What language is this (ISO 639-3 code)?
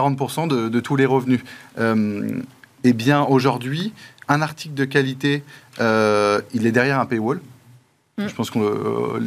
fra